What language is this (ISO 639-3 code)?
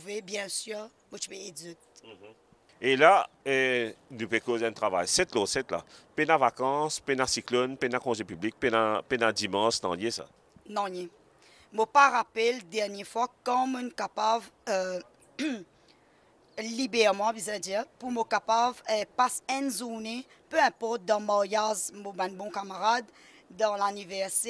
mfe